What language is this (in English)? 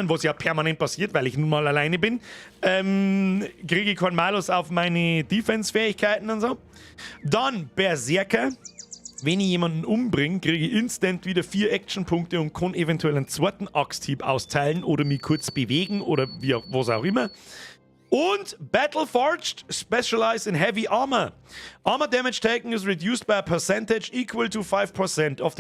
Bavarian